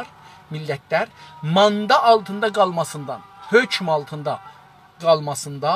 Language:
South Azerbaijani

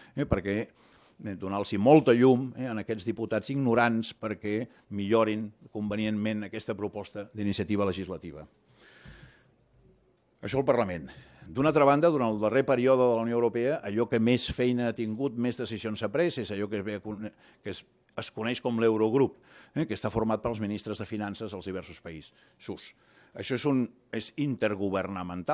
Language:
Catalan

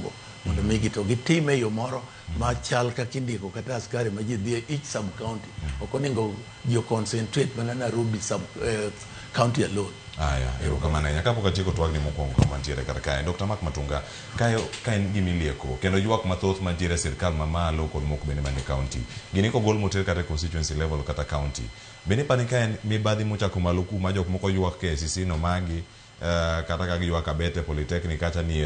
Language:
Luo (Kenya and Tanzania)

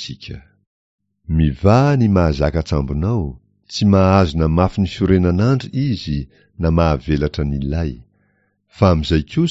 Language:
Malagasy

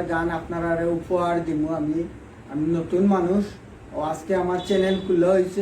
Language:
Sylheti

